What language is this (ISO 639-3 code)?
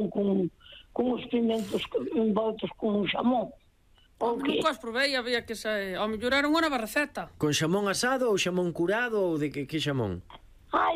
glg